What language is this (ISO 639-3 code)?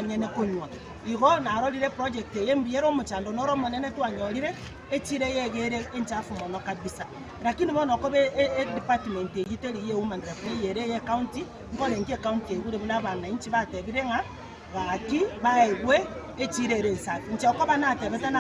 guz